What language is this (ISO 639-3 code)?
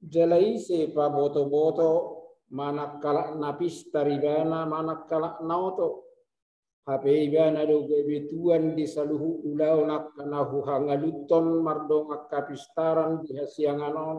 bbc